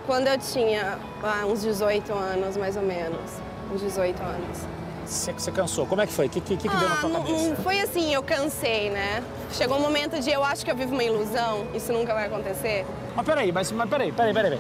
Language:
Portuguese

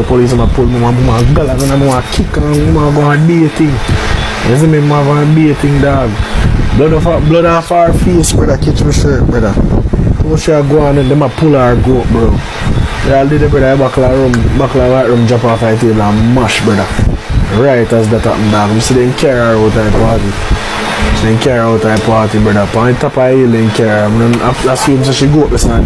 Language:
Jamaican Creole English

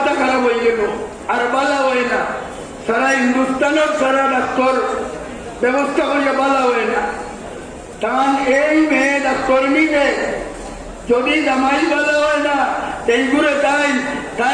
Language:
Sylheti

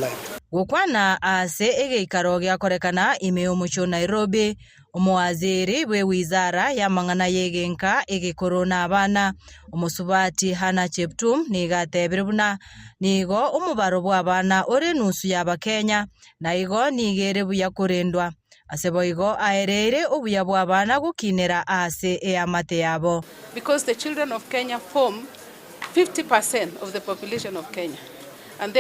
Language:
Gusii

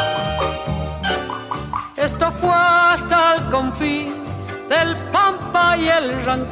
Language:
Spanish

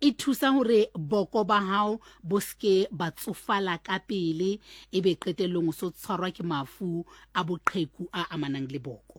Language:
Southern Sotho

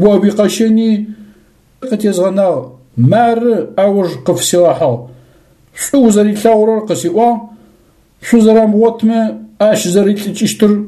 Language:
Adyghe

